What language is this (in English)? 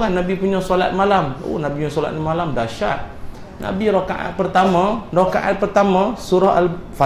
Malay